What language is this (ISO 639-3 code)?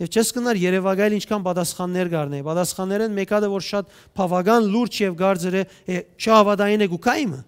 hyw